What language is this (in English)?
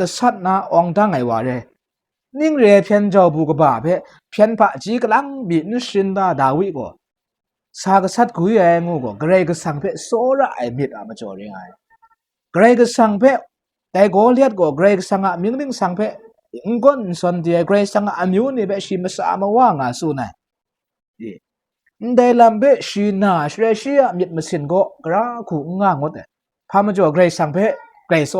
Kachin